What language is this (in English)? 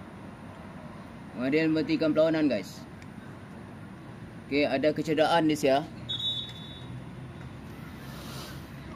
Malay